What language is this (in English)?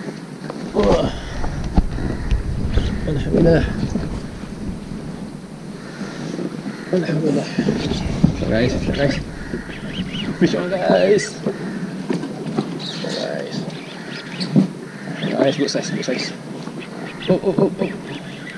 Malay